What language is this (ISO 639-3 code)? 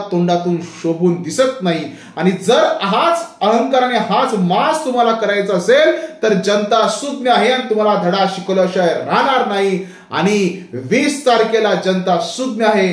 mar